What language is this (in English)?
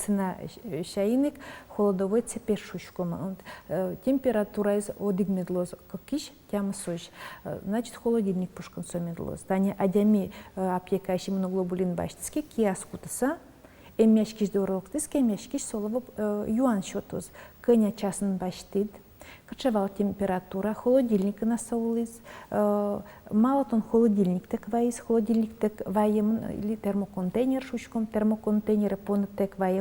Udmurt